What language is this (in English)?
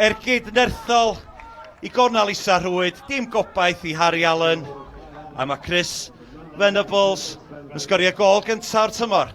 Welsh